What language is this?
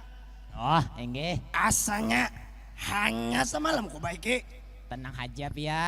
Banjar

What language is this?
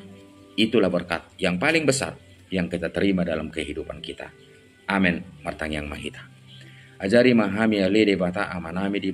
Batak Toba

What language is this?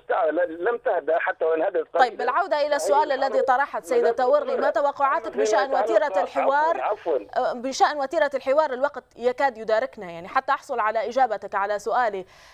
Arabic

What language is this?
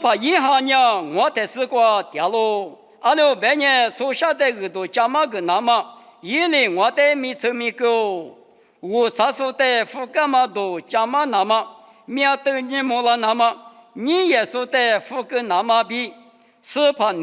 Lisu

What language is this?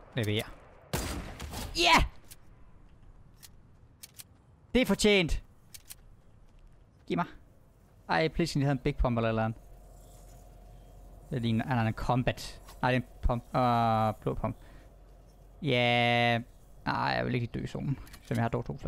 Danish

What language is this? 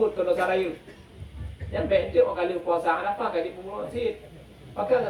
Achinese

